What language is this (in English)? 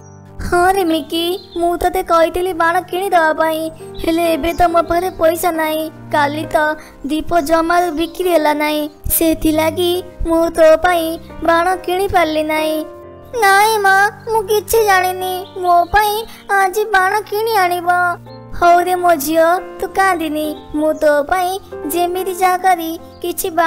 Odia